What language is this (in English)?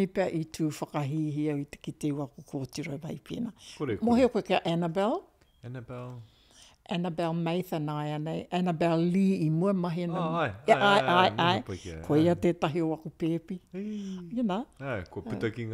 Māori